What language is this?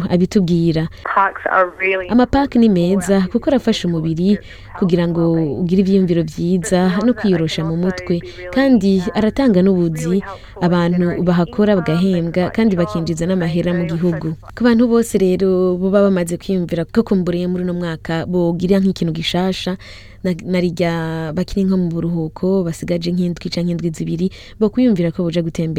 Rundi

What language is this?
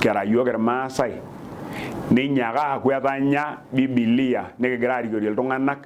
Masai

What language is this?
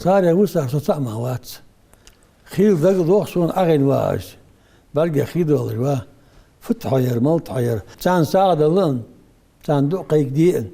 Ingush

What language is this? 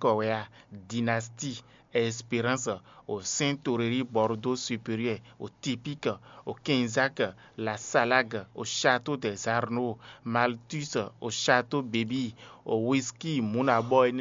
Fon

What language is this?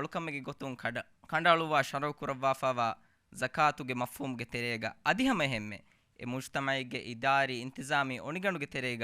Divehi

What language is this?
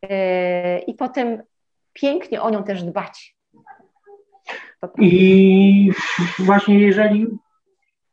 Polish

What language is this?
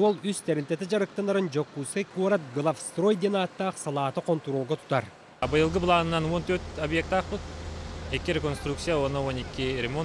Yakut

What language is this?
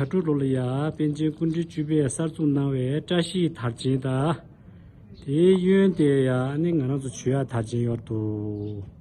Tibetan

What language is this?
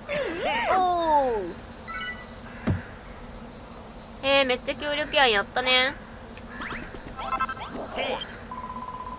Japanese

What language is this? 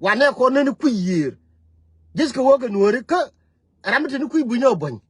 Nuer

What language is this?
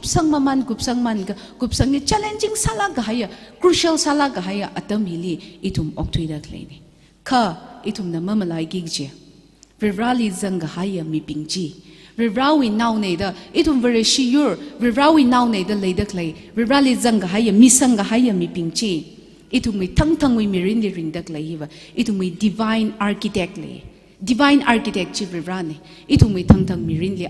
Tangkhul Naga (India)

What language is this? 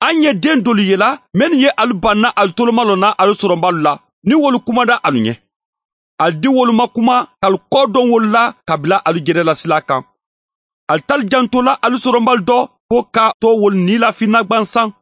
Bambara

